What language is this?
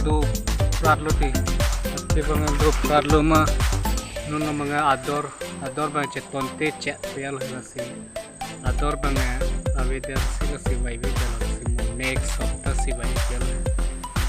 Karbi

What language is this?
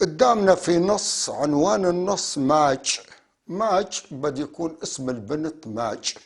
North Levantine Arabic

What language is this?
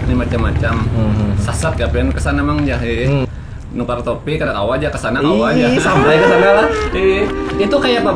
Banjar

